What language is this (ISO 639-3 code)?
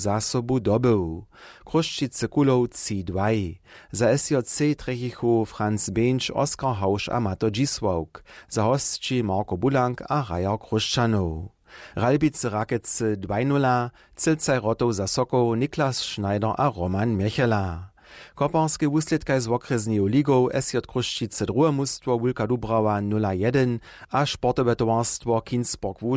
hsb